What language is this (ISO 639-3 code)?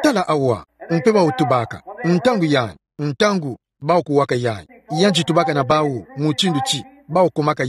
ktu